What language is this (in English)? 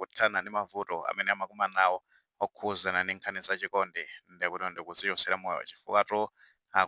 Nyanja